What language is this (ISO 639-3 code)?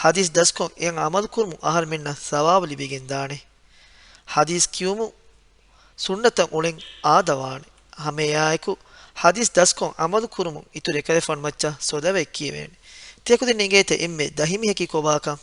div